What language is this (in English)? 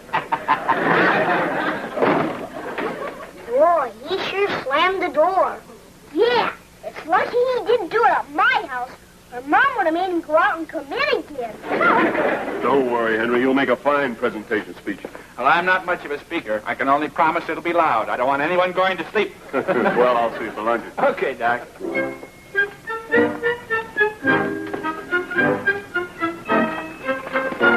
English